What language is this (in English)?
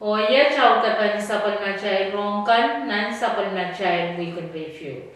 Pohnpeian